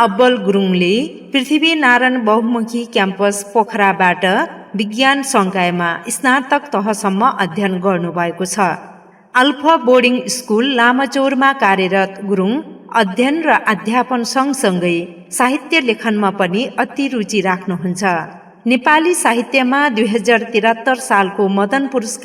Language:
Nepali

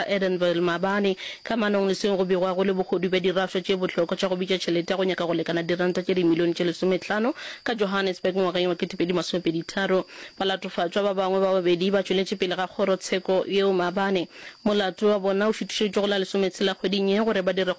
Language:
Northern Sotho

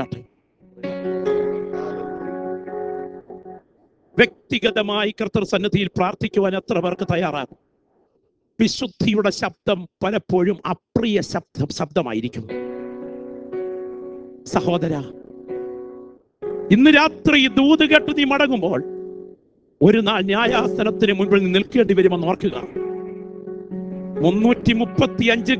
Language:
Malayalam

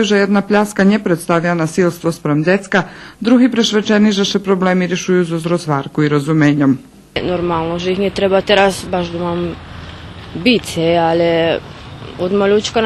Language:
Rusyn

